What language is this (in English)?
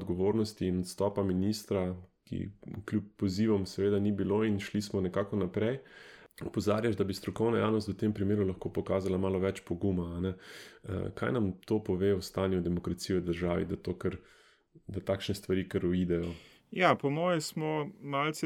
Slovenian